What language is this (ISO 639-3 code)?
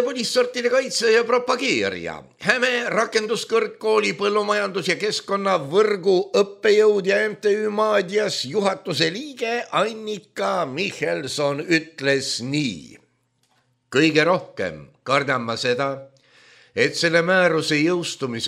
est